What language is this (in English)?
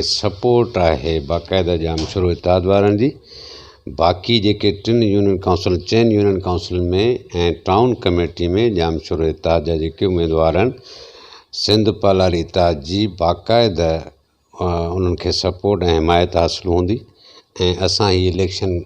Sindhi